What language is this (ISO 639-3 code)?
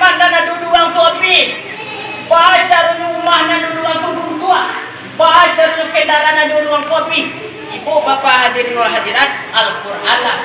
min